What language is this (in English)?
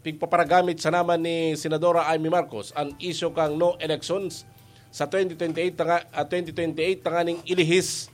Bikol